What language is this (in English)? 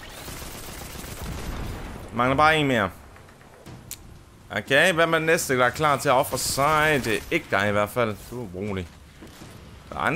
Danish